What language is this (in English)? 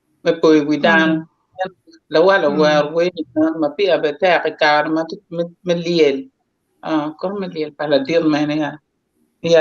Acoli